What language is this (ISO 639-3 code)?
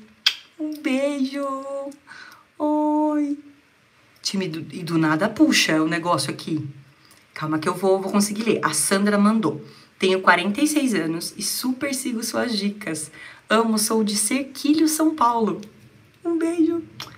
por